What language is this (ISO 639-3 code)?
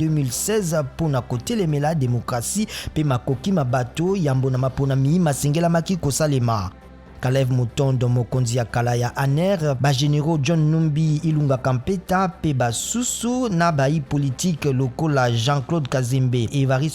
lin